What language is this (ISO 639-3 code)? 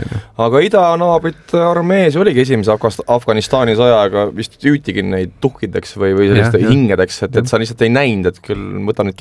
est